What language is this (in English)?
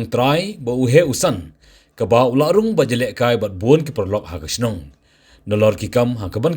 Khasi